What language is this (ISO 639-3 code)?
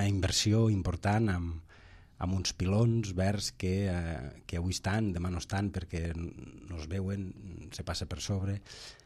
cat